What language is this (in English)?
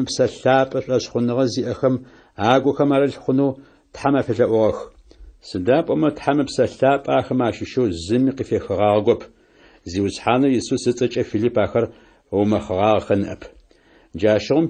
Adyghe